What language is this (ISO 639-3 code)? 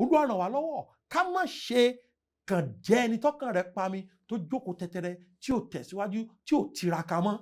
yor